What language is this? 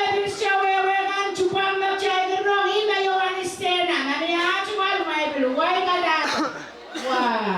Pohnpeian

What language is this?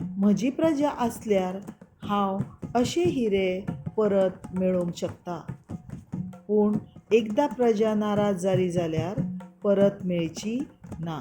Konkani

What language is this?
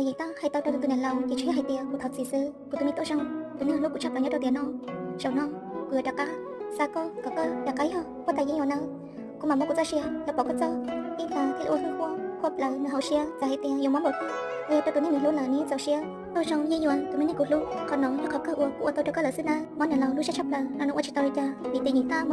Hmong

